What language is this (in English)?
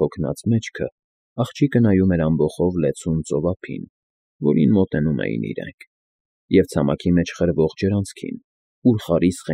Armenian